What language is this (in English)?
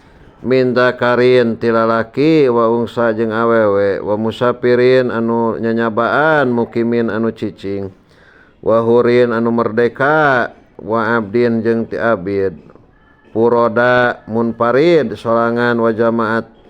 Sundanese